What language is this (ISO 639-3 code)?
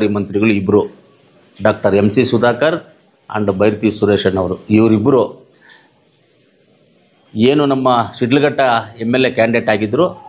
kan